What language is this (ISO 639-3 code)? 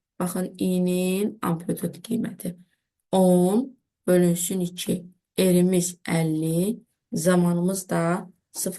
aze